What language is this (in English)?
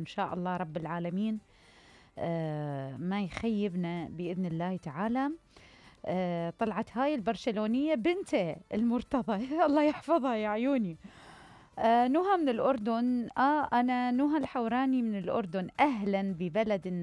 Mesopotamian Arabic